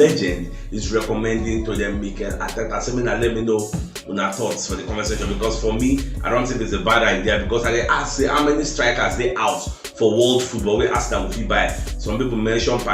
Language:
Nigerian Pidgin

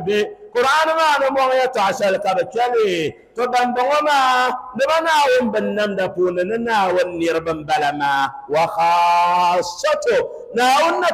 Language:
Dagbani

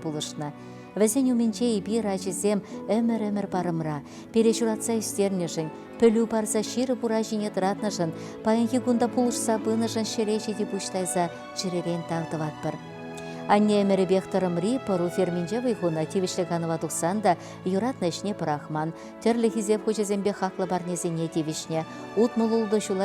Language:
Chuvash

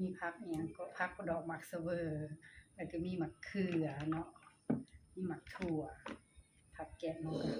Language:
Lao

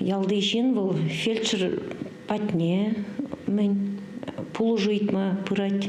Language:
Chuvash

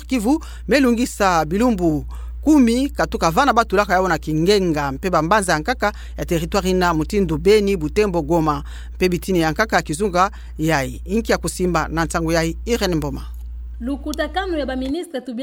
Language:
Kituba (Democratic Republic of Congo)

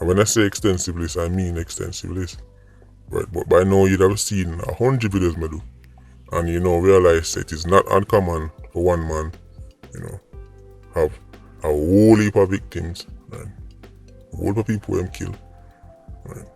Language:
Jamaican Creole English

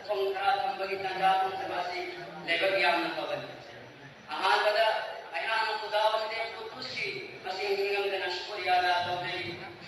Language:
Manipuri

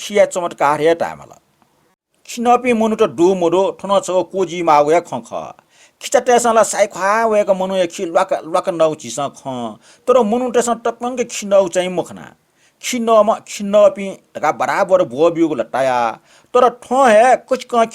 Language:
Newari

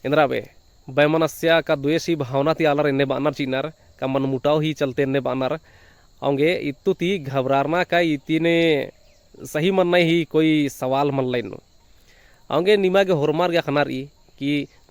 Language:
Kurukh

